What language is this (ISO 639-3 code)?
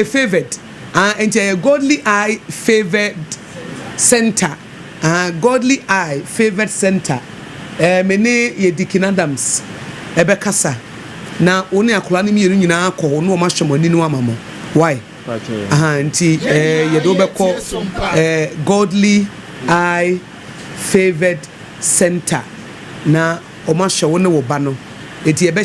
aka